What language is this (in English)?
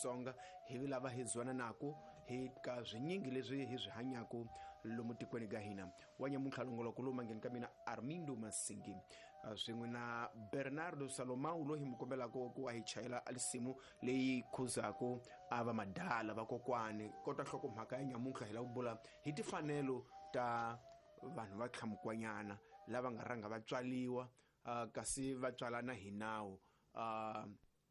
Tsonga